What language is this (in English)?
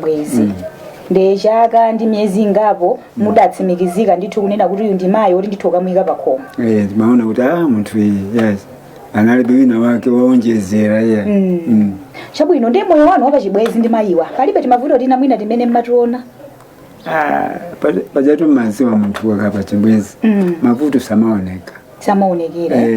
Nyanja